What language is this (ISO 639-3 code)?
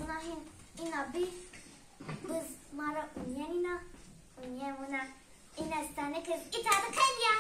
zza